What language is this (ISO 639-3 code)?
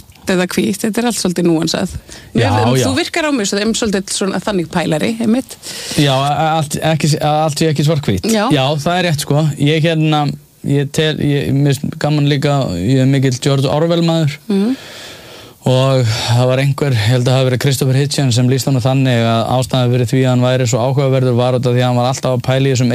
isl